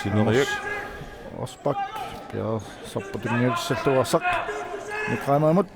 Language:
Kalaallisut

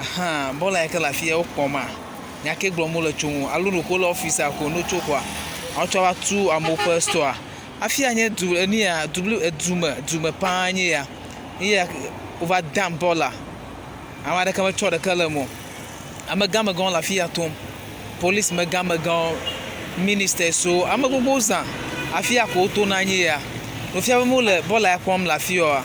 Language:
Ewe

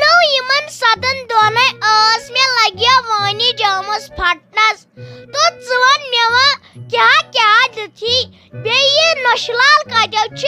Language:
Kashmiri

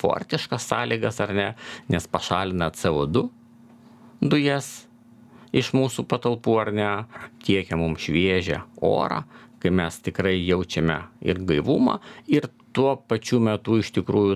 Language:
Lithuanian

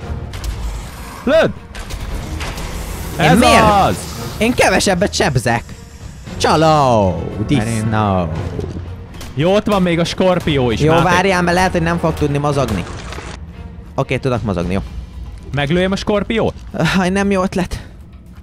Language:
Hungarian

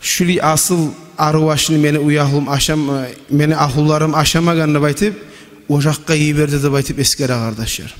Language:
Kumyk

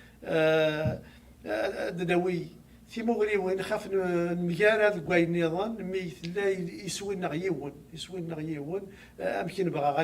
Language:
Kabyle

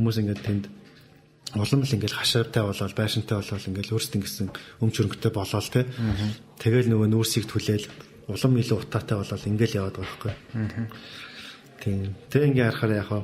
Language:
Mongolian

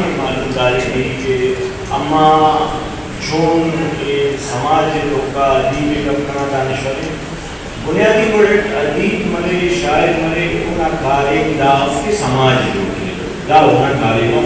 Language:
Eastern Balochi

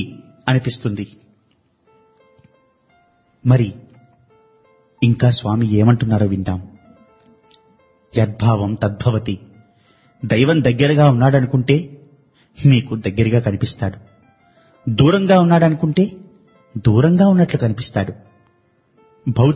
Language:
Telugu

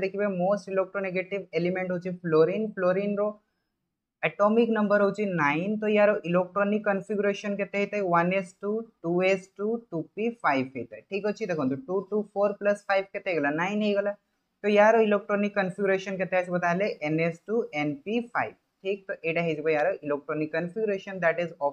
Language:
Odia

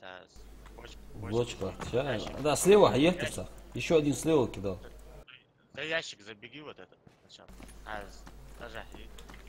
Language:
Ingush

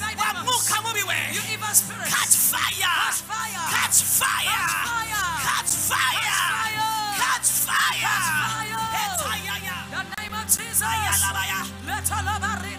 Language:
Kinyarwanda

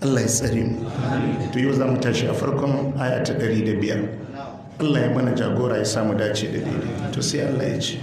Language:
Hausa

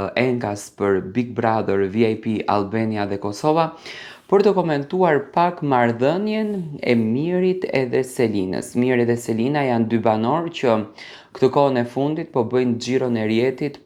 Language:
Albanian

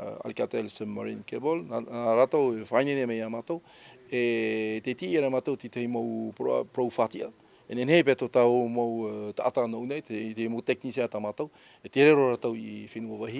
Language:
Tahitian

